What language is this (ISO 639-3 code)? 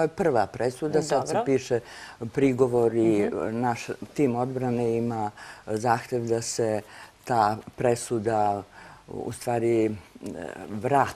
srp